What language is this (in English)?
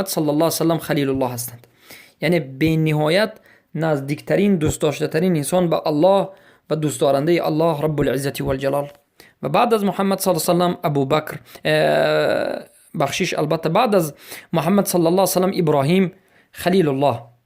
Persian